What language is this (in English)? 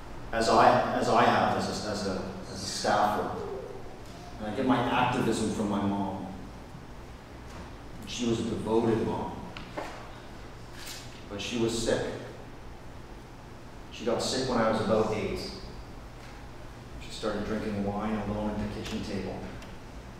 English